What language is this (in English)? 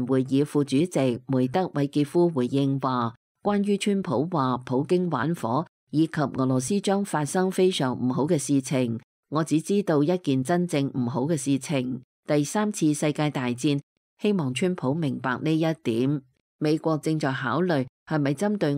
Cantonese